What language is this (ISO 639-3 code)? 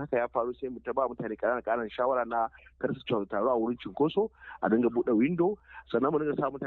hau